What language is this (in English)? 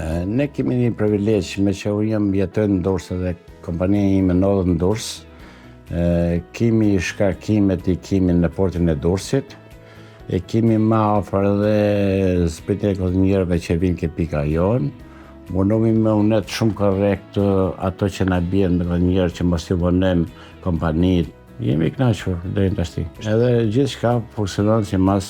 Albanian